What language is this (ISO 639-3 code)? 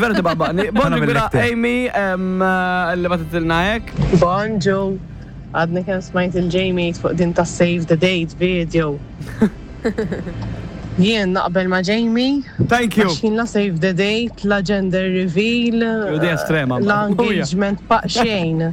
mlt